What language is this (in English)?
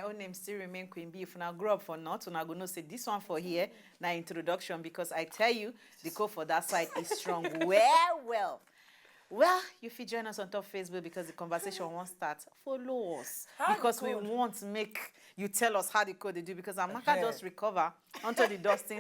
Nigerian Pidgin